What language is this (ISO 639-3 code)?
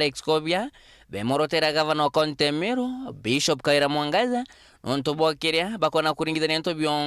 mer